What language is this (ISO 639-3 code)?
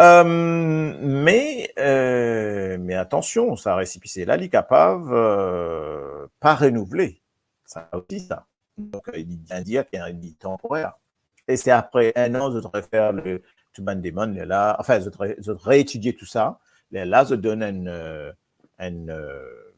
mfe